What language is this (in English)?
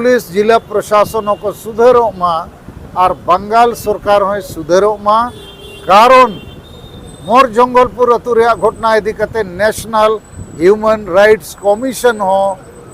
Santali